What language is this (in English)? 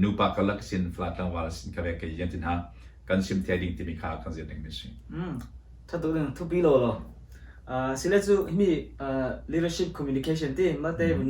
Falam Chin